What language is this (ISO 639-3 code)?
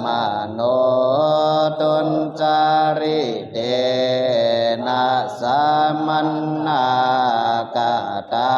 pli